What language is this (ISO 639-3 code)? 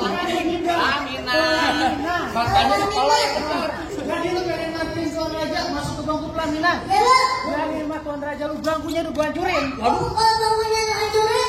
bew